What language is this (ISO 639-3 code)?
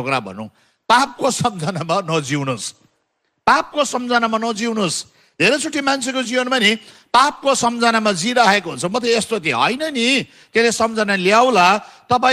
nep